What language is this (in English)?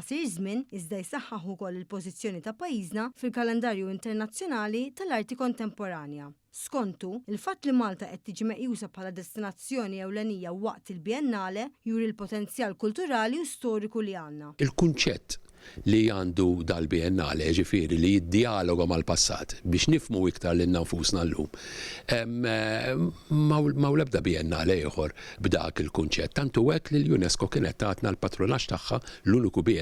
Maltese